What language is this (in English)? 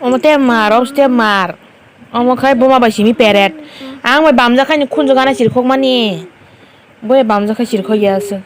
Kok Borok